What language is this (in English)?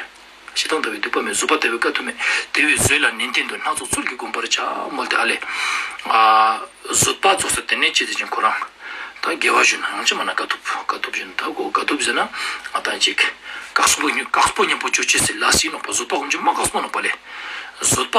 Ladakhi